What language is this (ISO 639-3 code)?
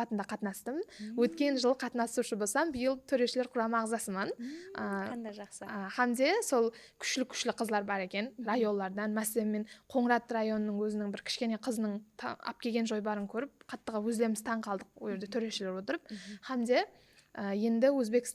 kaa